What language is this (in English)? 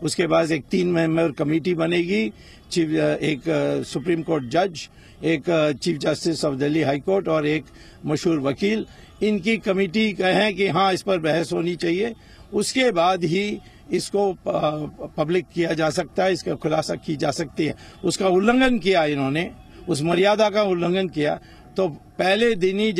Hindi